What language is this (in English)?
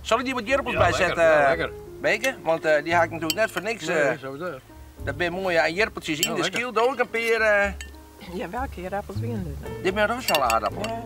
Western Frisian